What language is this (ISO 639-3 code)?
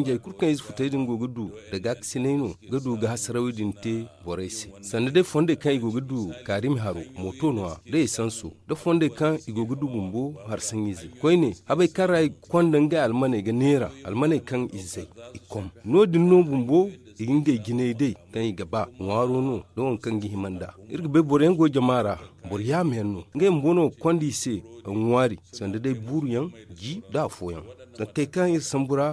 dje